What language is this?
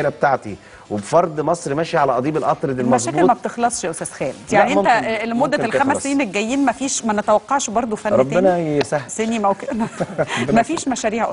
Egyptian Arabic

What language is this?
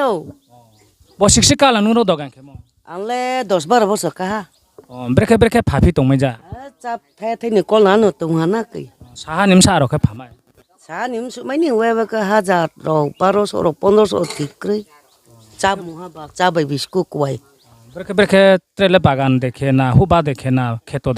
Riang (India)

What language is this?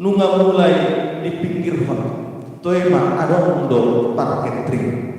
Batak Toba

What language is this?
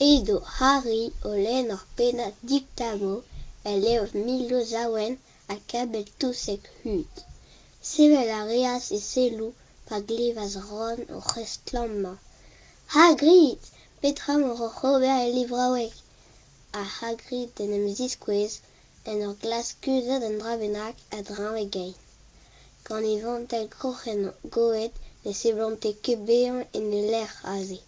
Breton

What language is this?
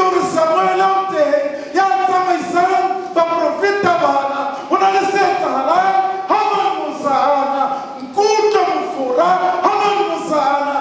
Southern Sotho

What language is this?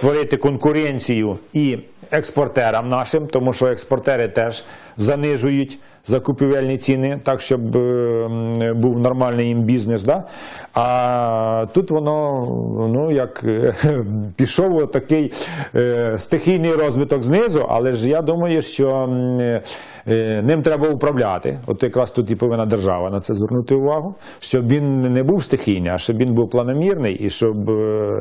Ukrainian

